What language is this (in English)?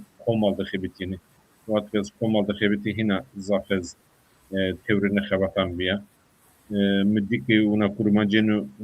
Zaza